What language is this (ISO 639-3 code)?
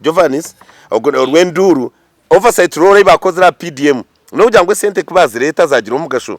nyn